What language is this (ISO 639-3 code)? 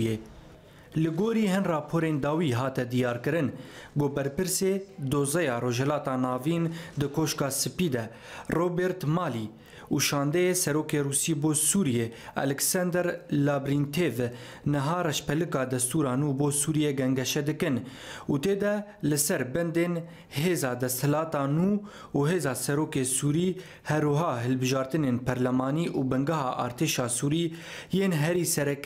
kur